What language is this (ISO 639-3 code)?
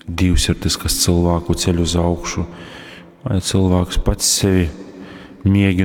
ltg